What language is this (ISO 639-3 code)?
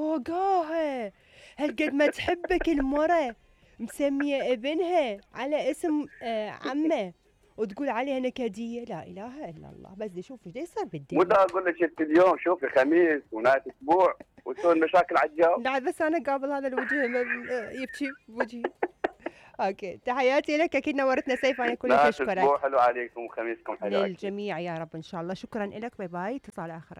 acm